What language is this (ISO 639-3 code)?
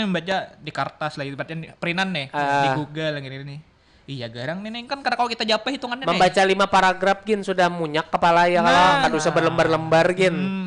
bjn